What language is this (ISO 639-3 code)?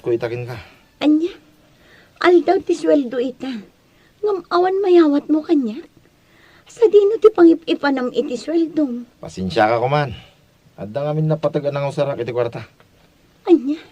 ilo